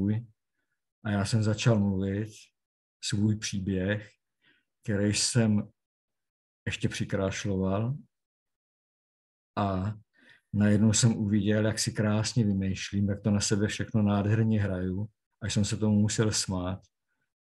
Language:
Czech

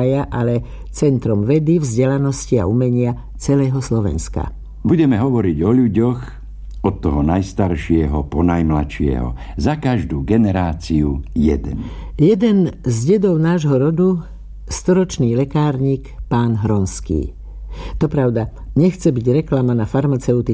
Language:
Slovak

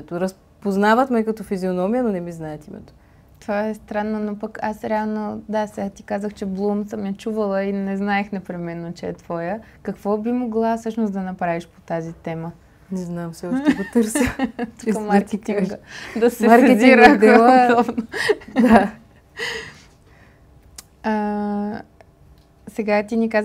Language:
Bulgarian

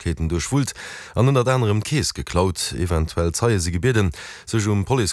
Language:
Luxembourgish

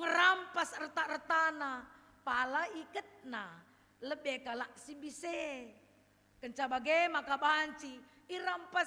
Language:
Batak Karo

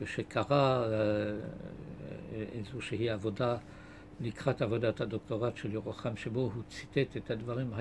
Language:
Hebrew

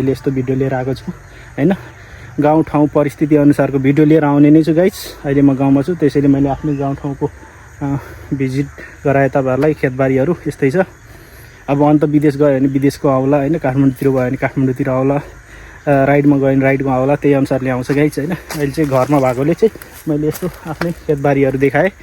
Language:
Nepali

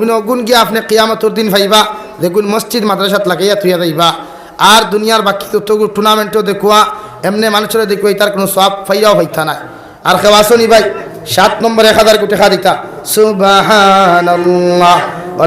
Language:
Sylheti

